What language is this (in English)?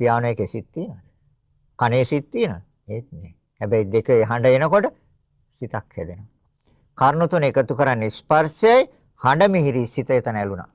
Sinhala